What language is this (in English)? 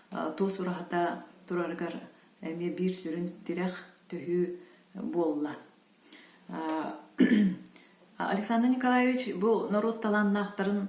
Yakut